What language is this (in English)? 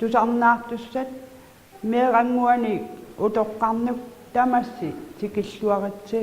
Kalaallisut